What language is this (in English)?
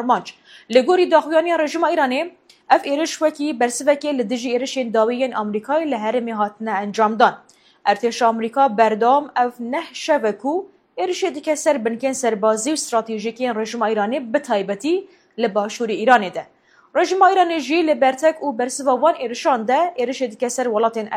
Kurdish